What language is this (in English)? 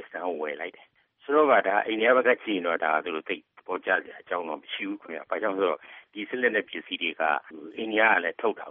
Burmese